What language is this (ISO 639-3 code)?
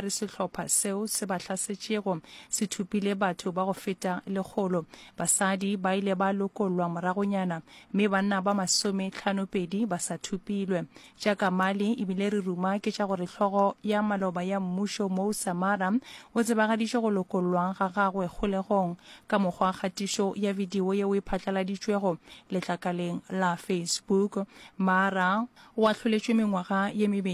nso